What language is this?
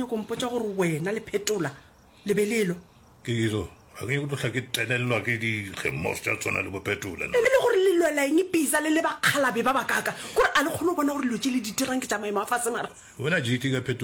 Northern Sotho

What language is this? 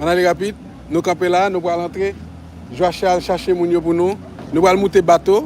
Haitian Creole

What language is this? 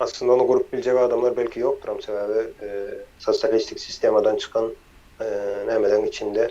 Turkmen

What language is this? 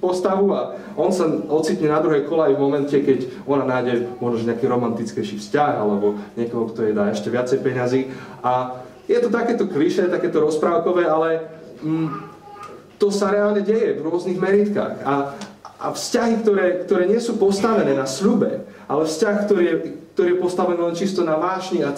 Slovak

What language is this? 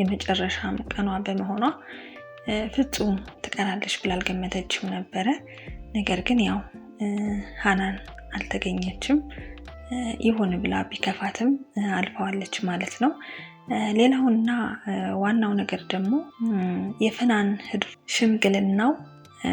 Amharic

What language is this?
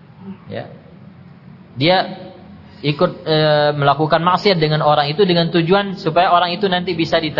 Indonesian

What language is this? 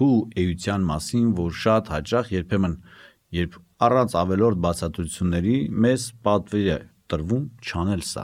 Armenian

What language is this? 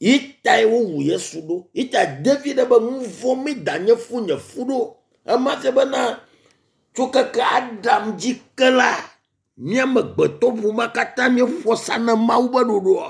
Ewe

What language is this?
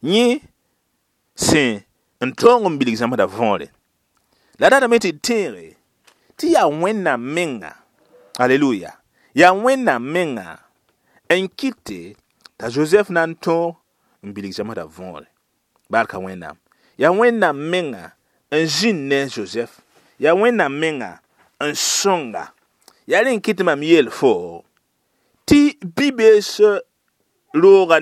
Mossi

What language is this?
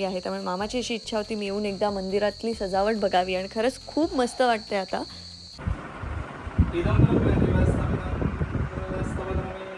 Marathi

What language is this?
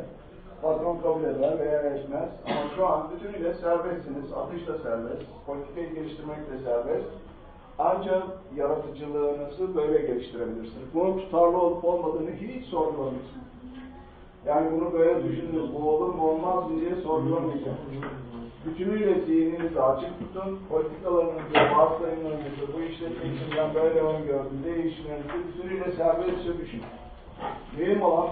Turkish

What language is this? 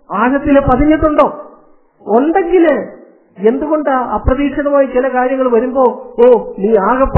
Malayalam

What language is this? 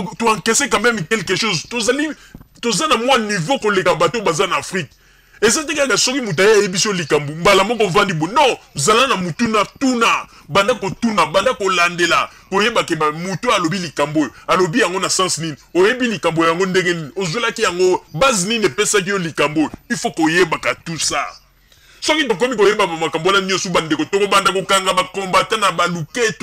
Lingala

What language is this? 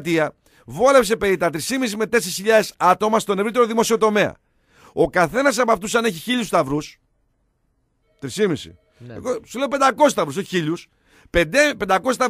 Greek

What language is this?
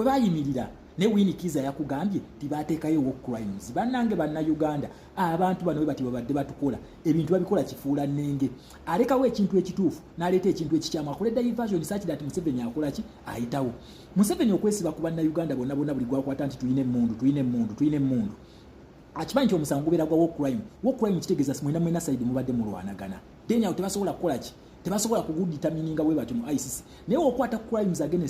Ganda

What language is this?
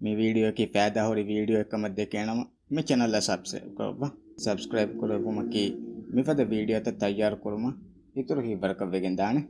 Divehi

